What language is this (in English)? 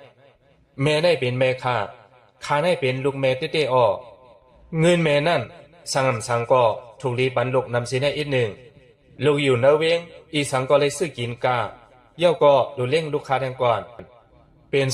Shan